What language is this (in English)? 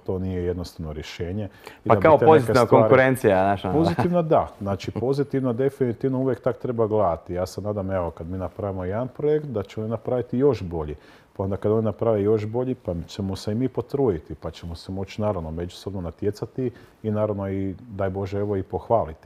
Croatian